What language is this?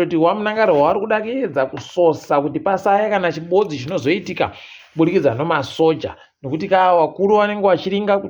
Ndau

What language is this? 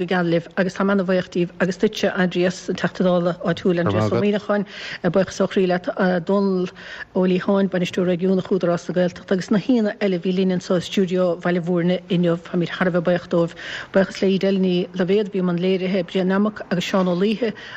Irish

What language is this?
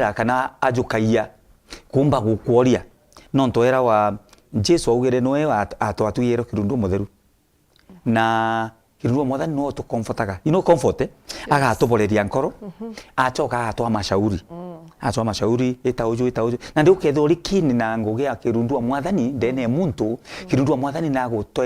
Meru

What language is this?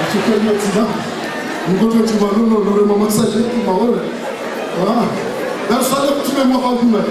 Ngazidja Comorian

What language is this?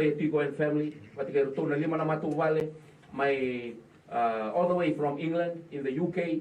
Fijian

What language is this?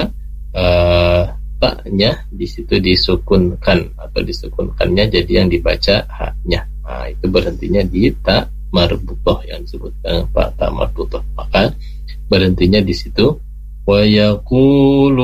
Indonesian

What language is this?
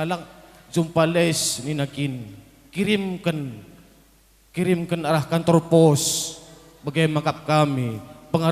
Batak Karo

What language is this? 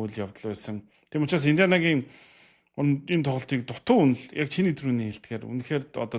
Mongolian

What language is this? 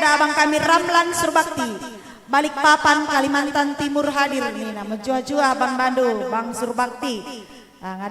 Batak Karo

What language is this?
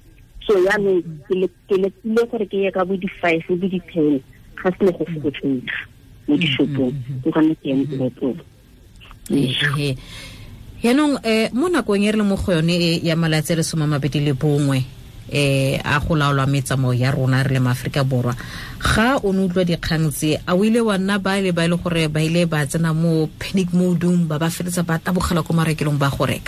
Tswana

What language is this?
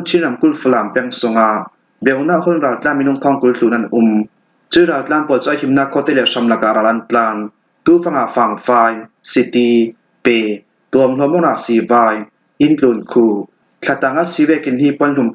Falam Chin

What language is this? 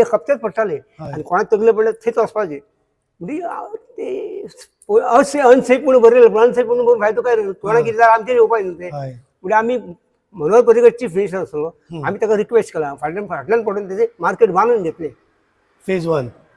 Konkani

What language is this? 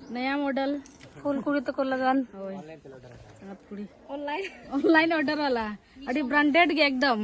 Santali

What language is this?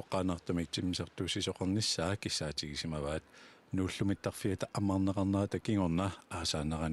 Kalaallisut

